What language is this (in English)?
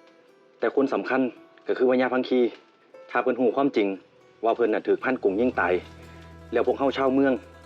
Lao